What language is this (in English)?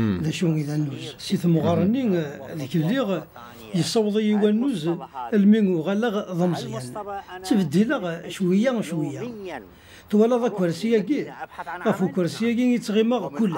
Kabyle